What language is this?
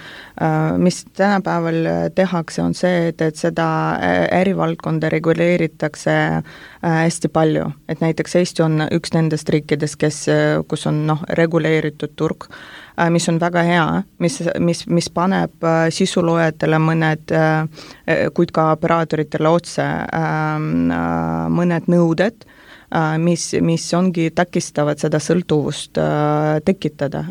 Estonian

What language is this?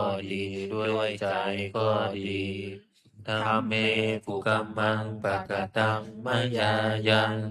Pali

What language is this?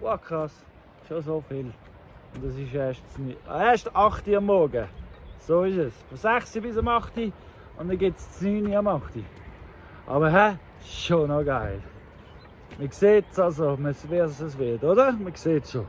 Swiss German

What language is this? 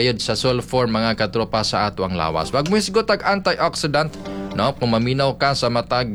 Cebuano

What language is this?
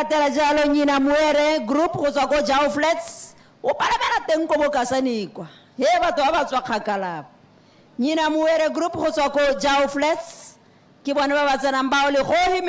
Tswana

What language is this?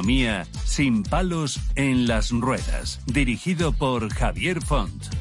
Spanish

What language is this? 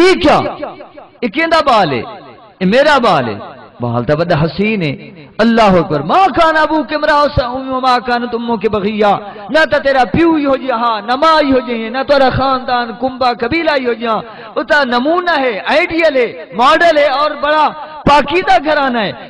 Saraiki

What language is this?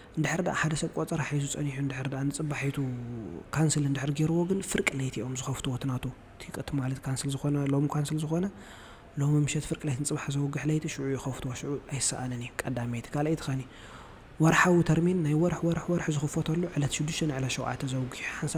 Tigrinya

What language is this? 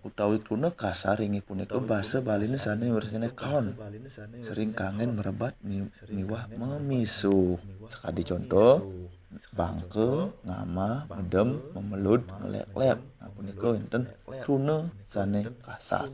Balinese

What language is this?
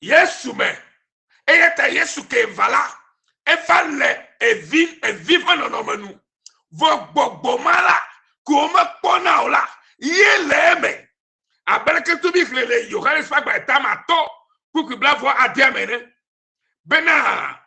Ewe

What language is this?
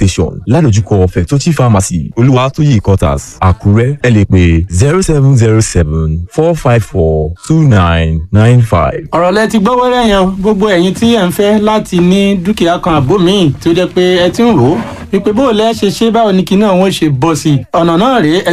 Yoruba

